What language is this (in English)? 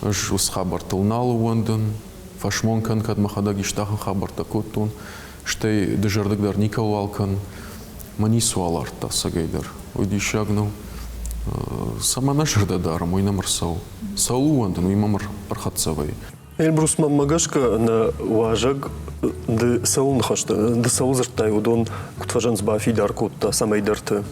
Ossetic